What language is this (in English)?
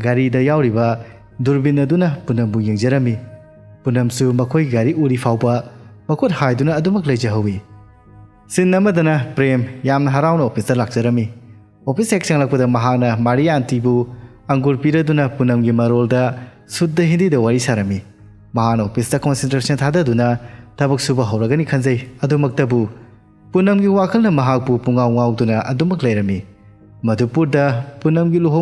Manipuri